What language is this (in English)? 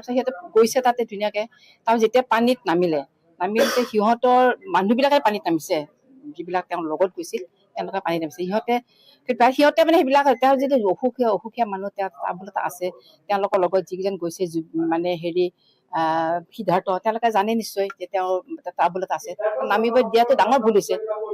Assamese